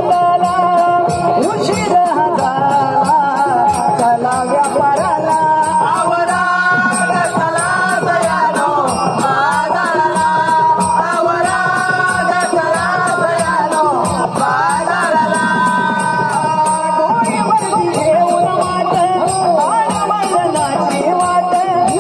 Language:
Marathi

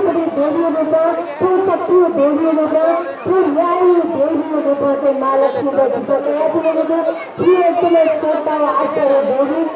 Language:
Newari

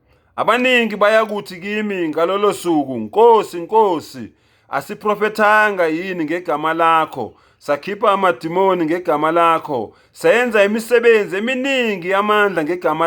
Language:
Zulu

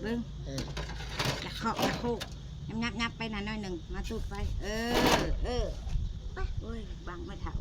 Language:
Northeastern Thai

